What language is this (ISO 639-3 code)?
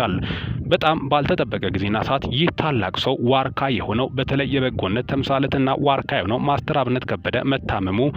amh